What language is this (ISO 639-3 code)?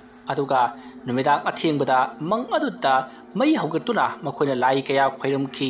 mni